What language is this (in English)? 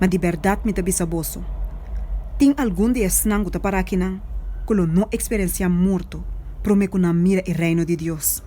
Papiamento